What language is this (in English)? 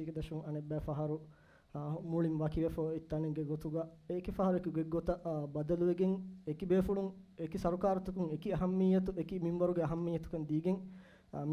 Divehi